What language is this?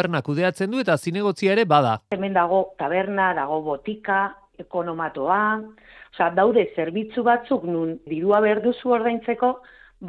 Basque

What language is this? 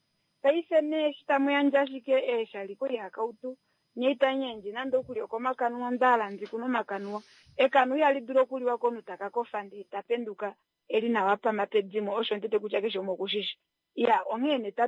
Kuanyama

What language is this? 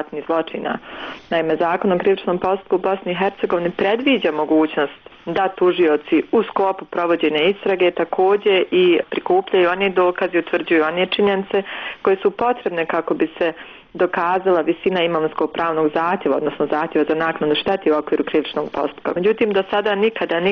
Bosnian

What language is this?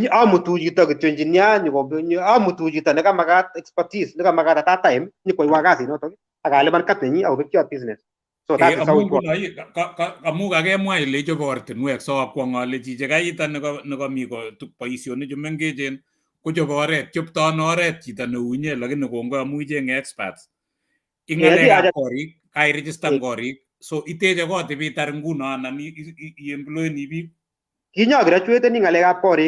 Kalenjin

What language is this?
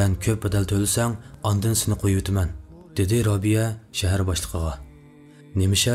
Uyghur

